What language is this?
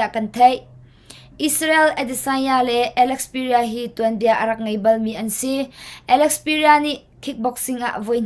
Hakha Chin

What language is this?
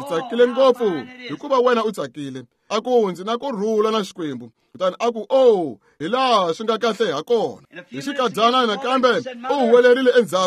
Tsonga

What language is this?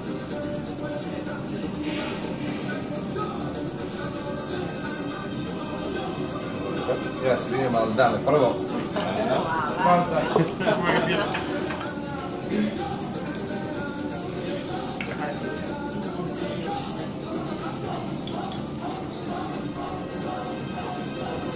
Serbian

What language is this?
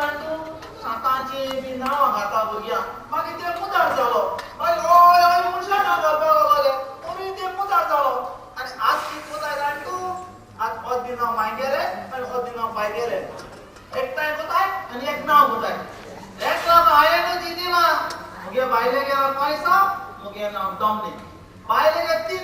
Konkani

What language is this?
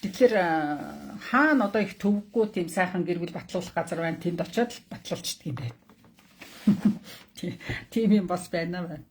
Mongolian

